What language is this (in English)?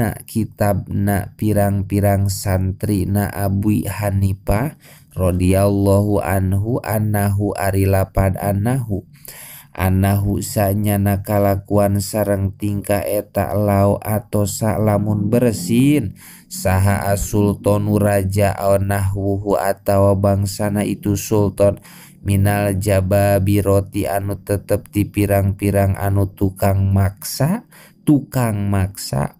Sundanese